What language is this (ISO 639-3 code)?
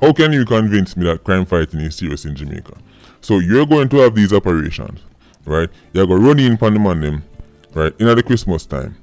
jam